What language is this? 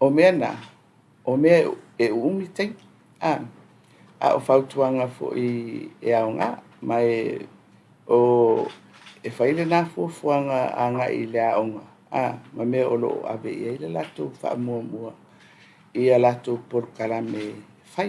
Samoan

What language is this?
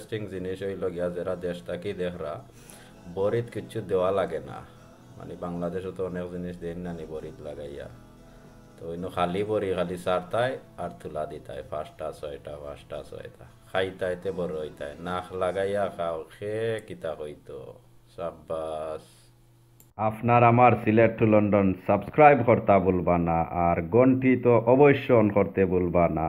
Sylheti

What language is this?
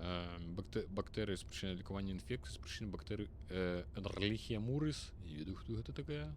Belarusian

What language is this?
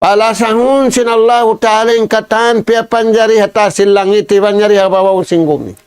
Tausug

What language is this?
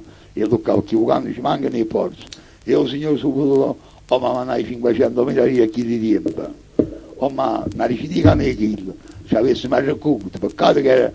Neapolitan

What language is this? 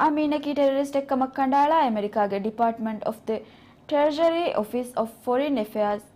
Divehi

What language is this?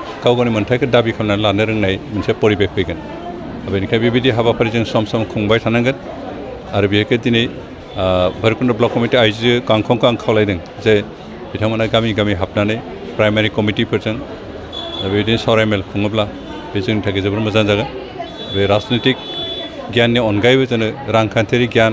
Bodo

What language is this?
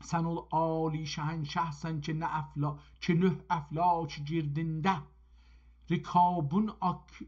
South Azerbaijani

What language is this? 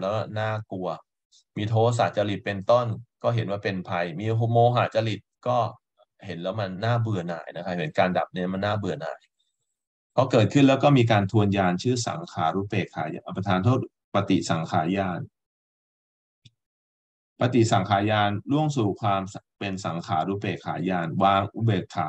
Thai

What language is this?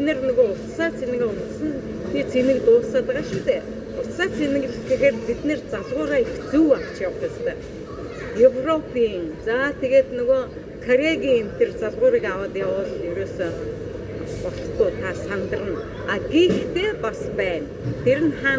Mongolian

